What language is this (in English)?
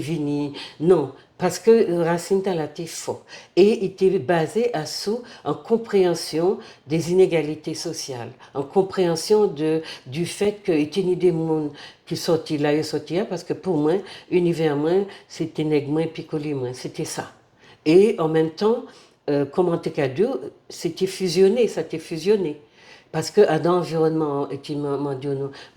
Guadeloupean Creole French